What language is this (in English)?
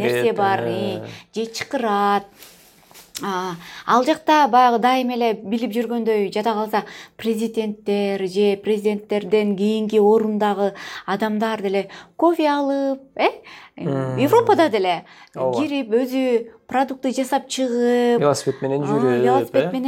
Kyrgyz